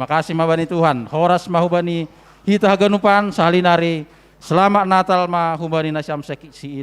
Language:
Batak Simalungun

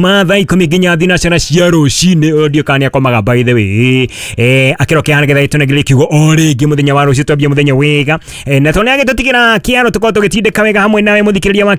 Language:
Kikuyu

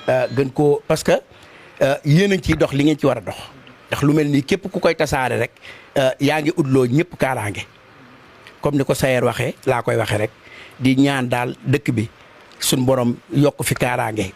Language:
Wolof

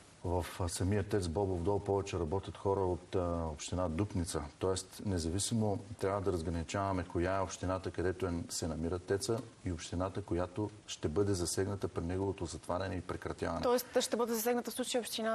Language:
Bulgarian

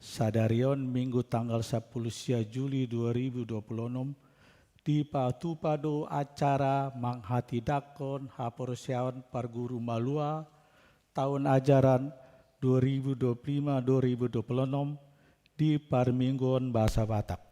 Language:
Batak Toba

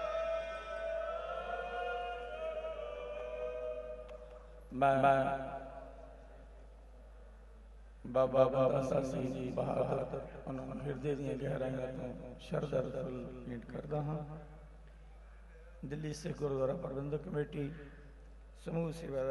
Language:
Punjabi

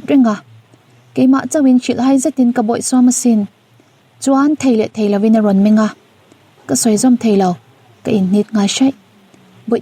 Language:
Mizo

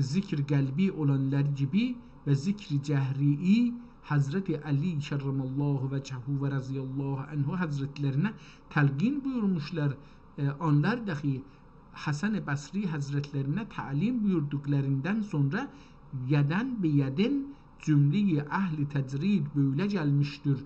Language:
South Azerbaijani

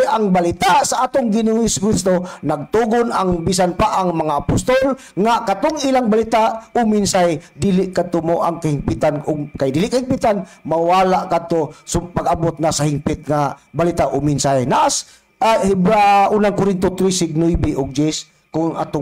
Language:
Cebuano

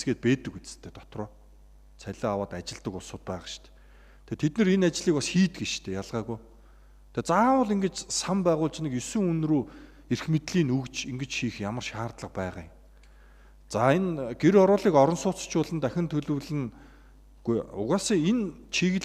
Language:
Mongolian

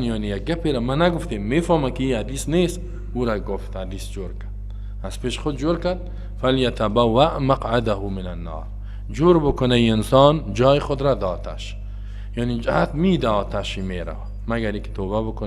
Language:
Persian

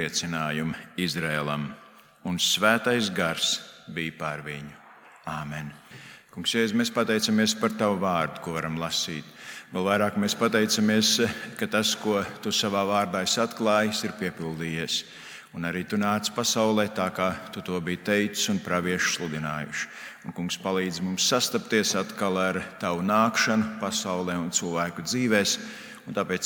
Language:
Latvian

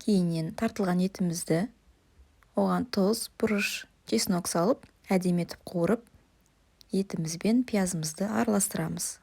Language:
Kazakh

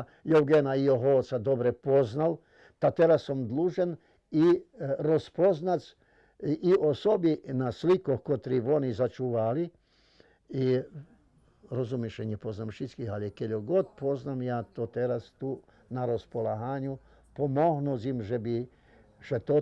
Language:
Rusyn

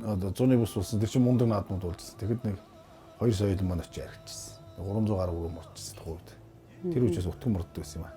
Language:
Mongolian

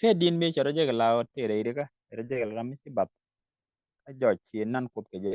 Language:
Nuer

